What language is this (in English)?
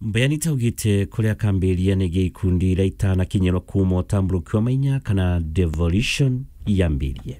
Meru